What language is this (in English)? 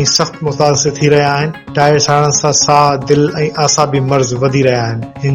Sindhi